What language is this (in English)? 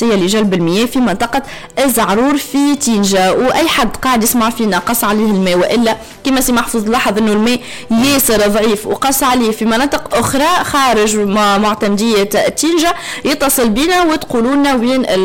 Tunisian Arabic